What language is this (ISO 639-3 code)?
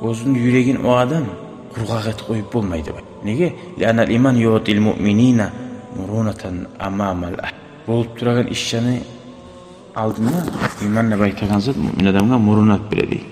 kum